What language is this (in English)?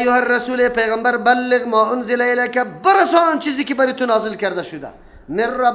Persian